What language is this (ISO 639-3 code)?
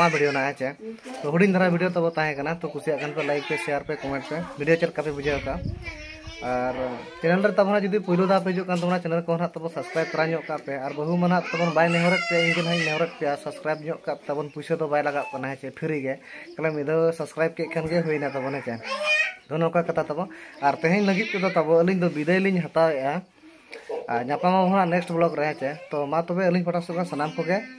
sat